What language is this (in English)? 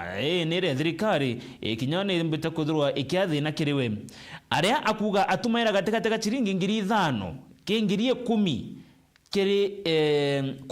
Meru